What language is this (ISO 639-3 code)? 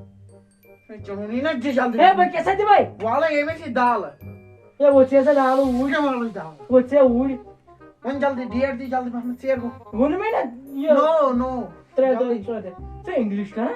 kas